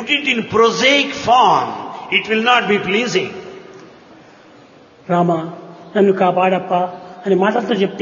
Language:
Telugu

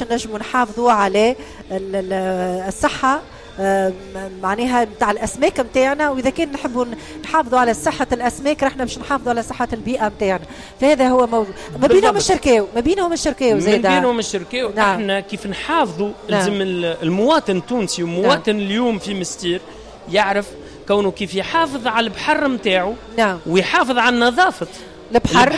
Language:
Tunisian Arabic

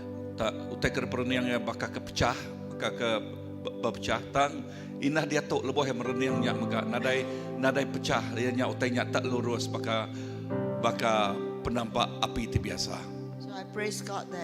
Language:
Iban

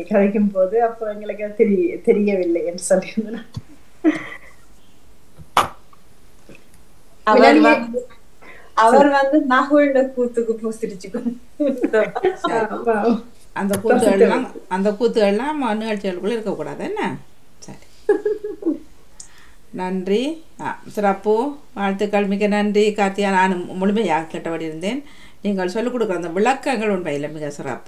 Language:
Tamil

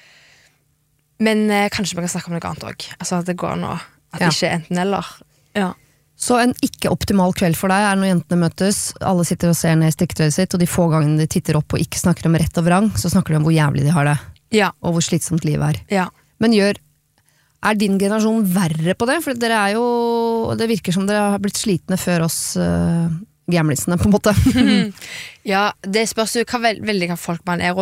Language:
Norwegian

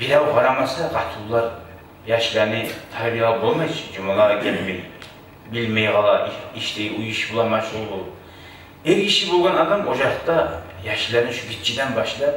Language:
Kumyk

